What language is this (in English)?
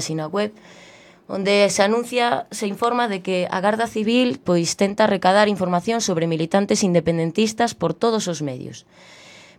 Galician